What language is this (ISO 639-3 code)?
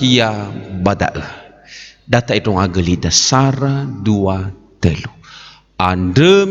nia